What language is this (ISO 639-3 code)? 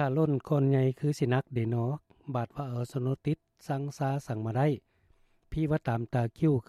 lao